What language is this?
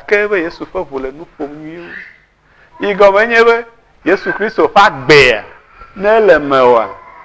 Ewe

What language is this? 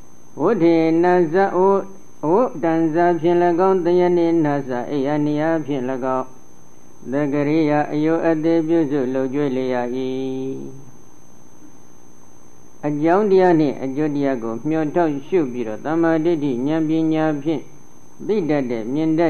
Burmese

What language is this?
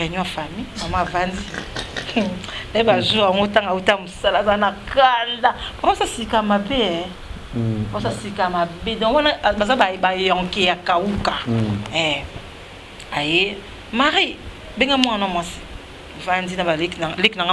Lingala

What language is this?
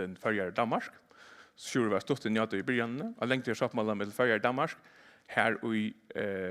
Faroese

